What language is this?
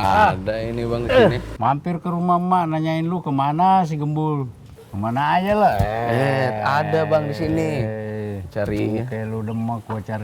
Betawi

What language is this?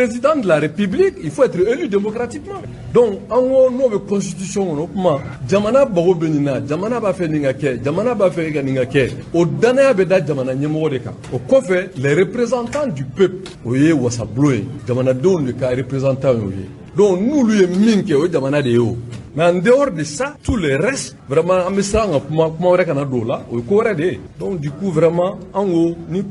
Bambara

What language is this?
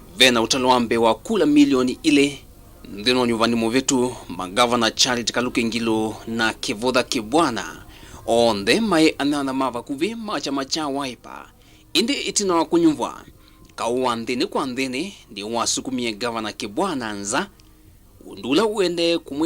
Kamba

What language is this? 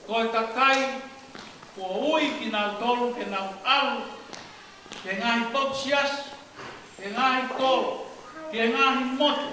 Tongan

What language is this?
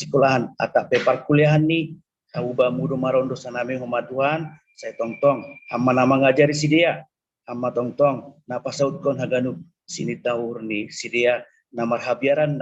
Batak Simalungun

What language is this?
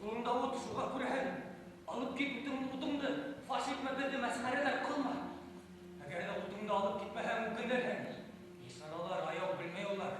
Bashkir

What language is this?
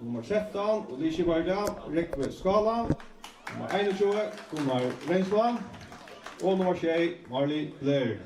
Faroese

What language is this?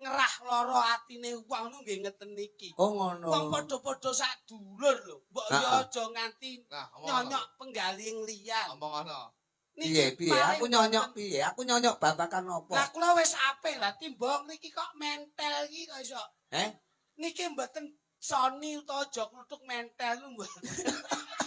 Javanese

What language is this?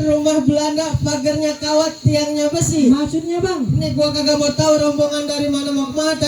Betawi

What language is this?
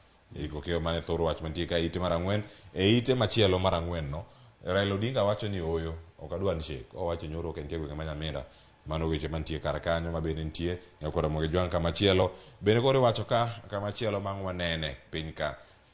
Luo (Kenya and Tanzania)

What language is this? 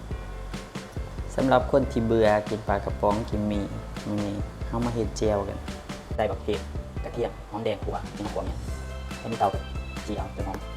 Lao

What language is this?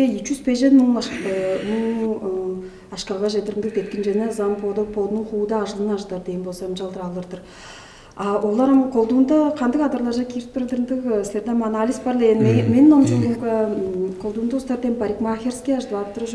Tuvinian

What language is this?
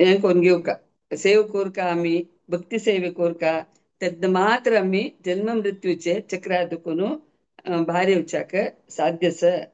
Konkani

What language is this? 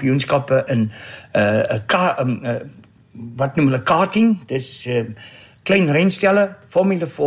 Afrikaans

